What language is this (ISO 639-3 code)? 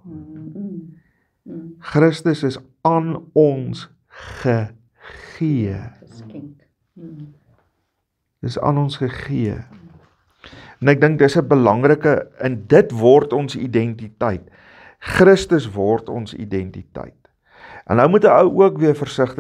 afr